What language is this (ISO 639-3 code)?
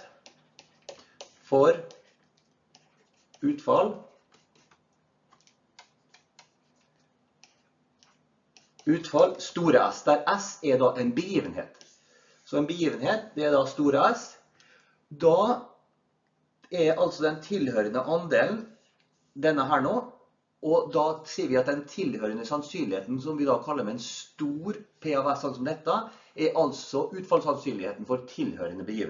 nor